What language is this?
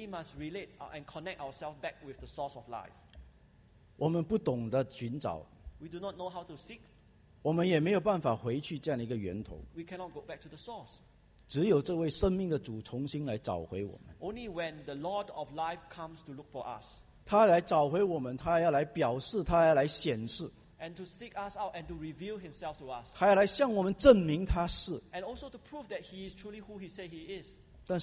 Chinese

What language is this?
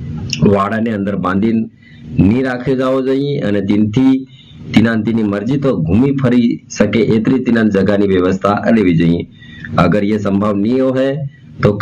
Gujarati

